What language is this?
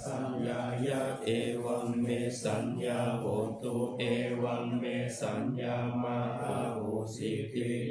Pali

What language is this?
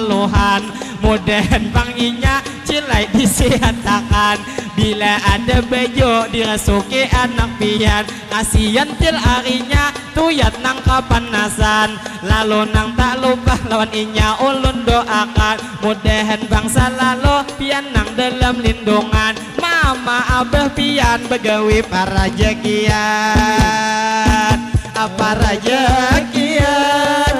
Banjar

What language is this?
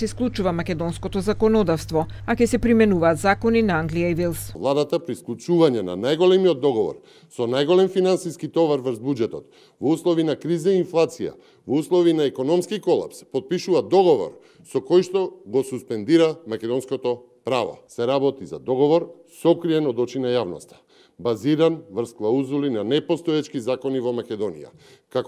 Macedonian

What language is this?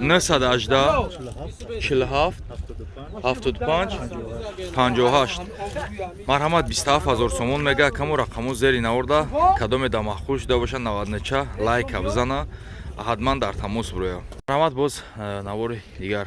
Tajik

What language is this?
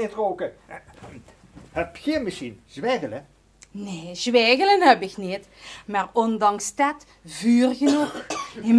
Limburgish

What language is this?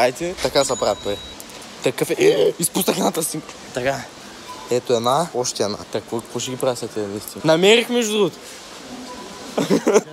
Bulgarian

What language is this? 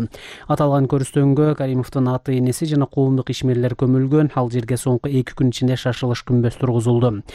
Kyrgyz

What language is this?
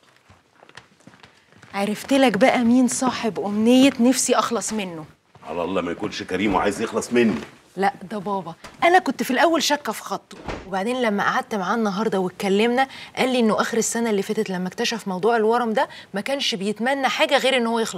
Egyptian Arabic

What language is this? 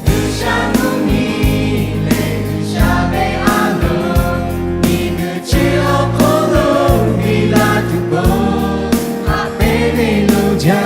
Lahu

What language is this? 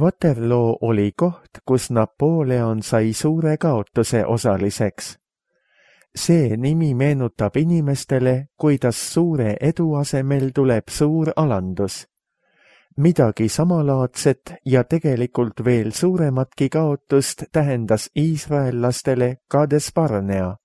Estonian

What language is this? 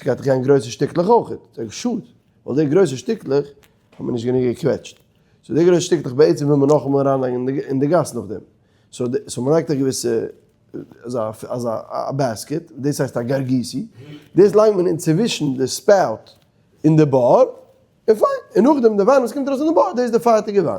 Yiddish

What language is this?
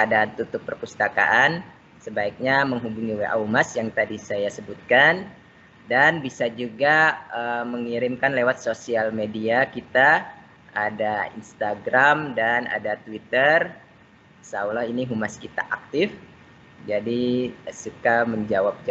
Indonesian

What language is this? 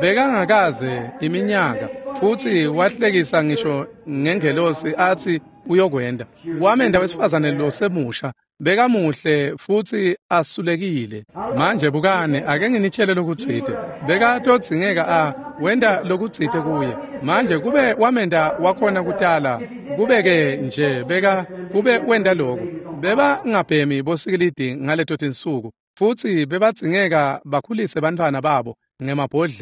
Swati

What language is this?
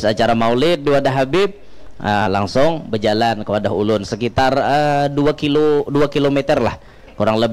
Banjar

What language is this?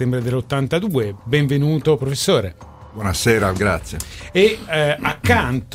Italian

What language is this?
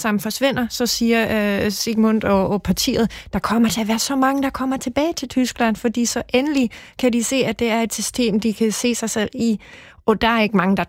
Danish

